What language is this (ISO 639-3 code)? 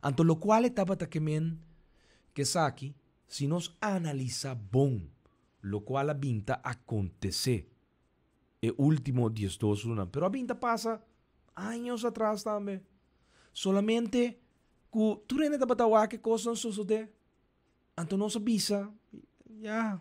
pap